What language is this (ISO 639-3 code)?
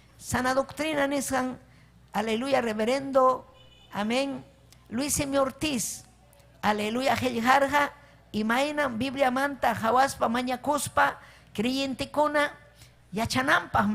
quy